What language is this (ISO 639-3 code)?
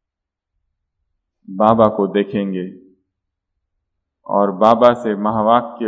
hin